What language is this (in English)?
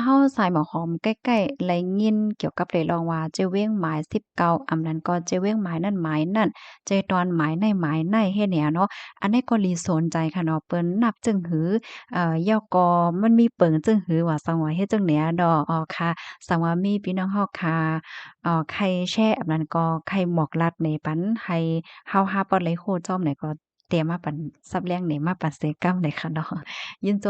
Shan